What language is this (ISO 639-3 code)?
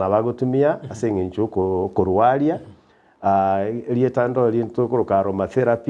guz